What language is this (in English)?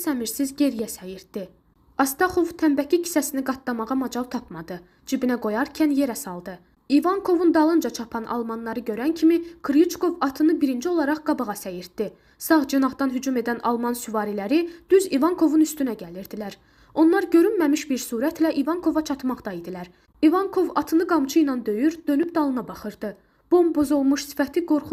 Azerbaijani